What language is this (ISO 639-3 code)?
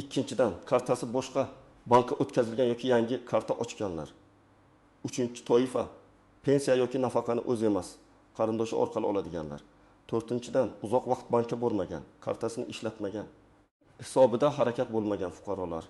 uzb